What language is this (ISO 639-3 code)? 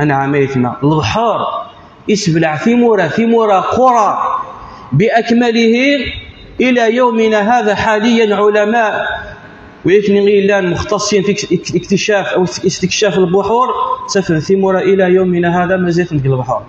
kab